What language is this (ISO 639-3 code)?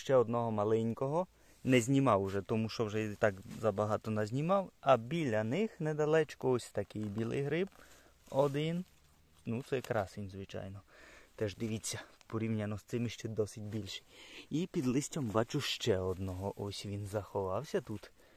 ukr